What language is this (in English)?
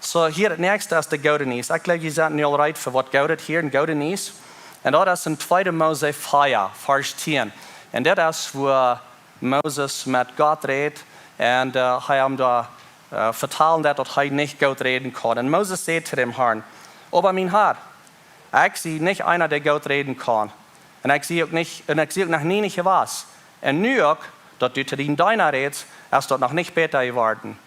Plautdietsch